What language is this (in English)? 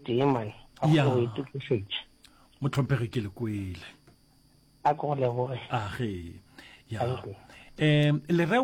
Northern Sotho